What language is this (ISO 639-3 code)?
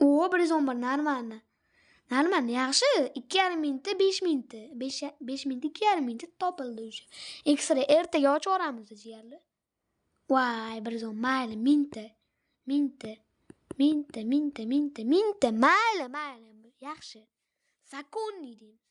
uzb